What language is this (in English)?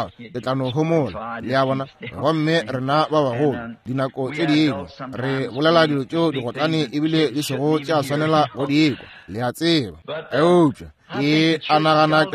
Northern Sotho